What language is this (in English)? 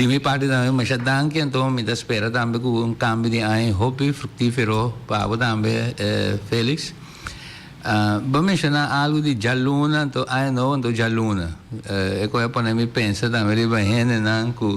Papiamento